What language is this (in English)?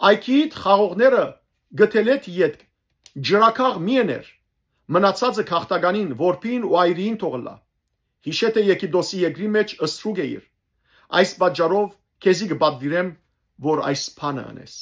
Western Armenian